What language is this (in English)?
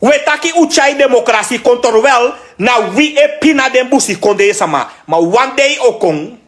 Sranan Tongo